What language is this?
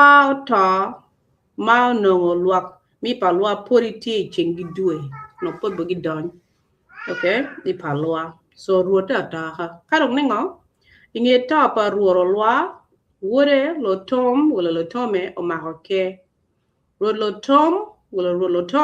Acoli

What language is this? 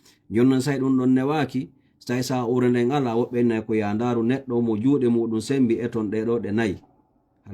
Fula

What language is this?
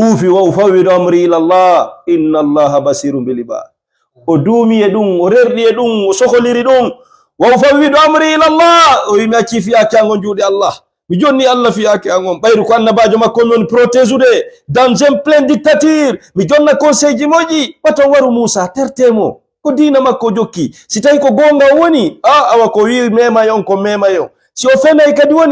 Fula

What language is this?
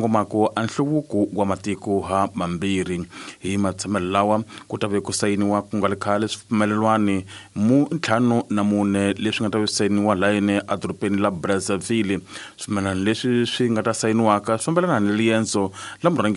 Tsonga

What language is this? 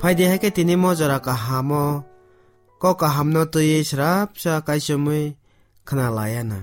Kok Borok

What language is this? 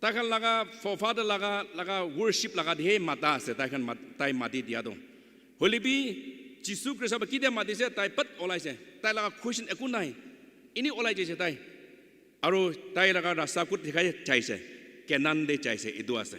Naga Pidgin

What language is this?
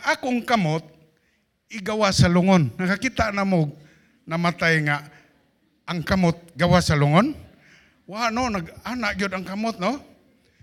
Cebuano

